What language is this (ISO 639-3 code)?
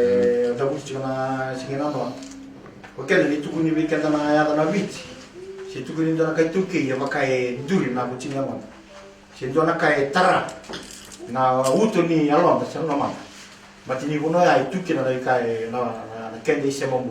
fij